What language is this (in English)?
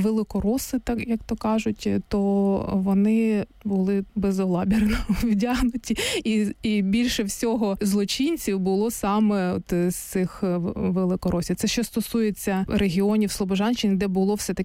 Ukrainian